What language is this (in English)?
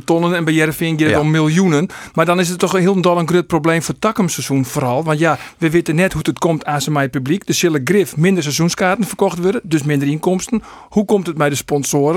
Western Frisian